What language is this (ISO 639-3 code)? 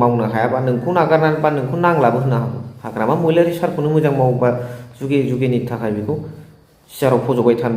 brx